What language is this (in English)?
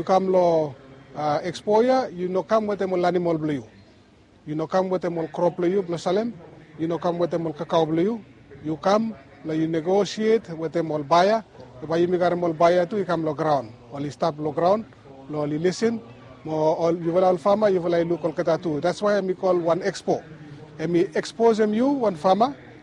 Bislama